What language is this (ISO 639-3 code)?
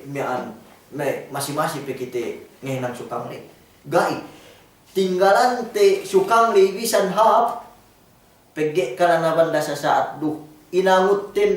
yka